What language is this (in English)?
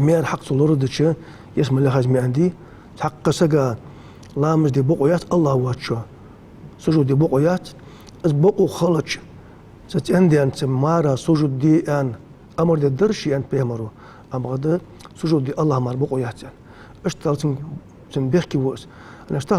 Ingush